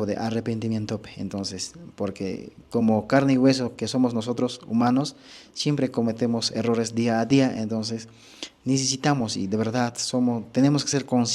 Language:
Quechua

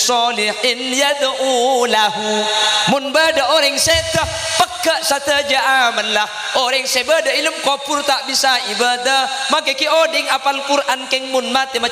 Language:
Madurese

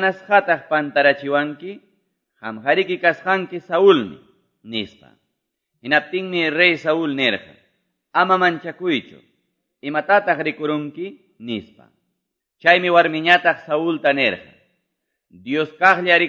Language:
Quechua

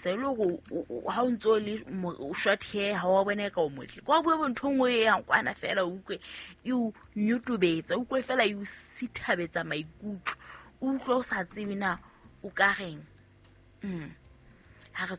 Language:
Southern Sotho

